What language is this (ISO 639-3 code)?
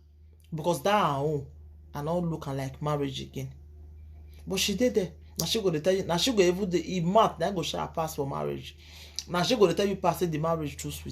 pcm